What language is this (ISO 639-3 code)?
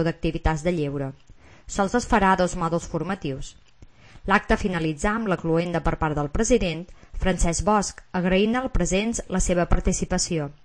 cat